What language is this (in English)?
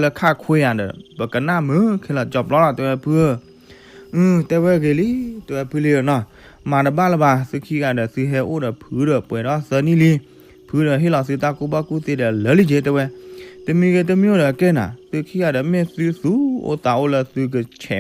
S'gaw Karen